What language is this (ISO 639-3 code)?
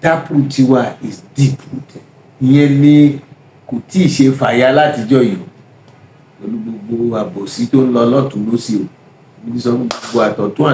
yor